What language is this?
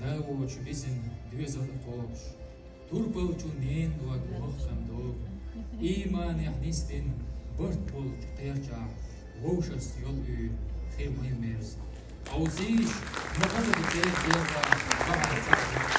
Chechen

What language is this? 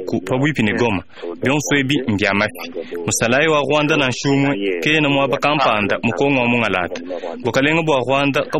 Luba-Lulua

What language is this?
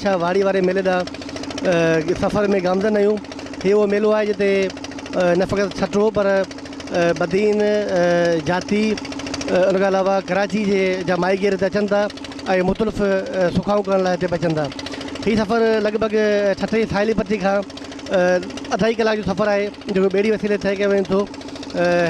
Sindhi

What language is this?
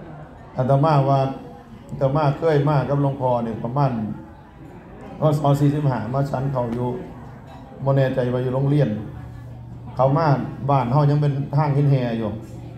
Northeastern Thai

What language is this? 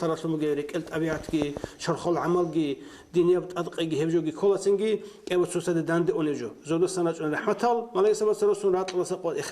Avaric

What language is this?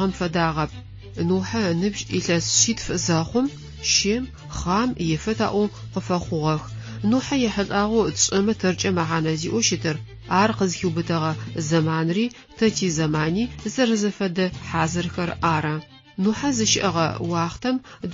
Adyghe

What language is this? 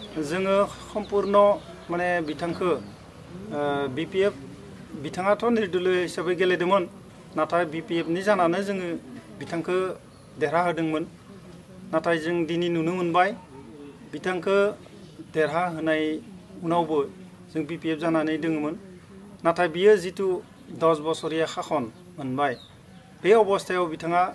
Bodo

